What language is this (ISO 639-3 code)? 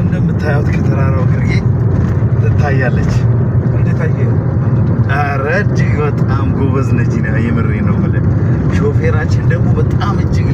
amh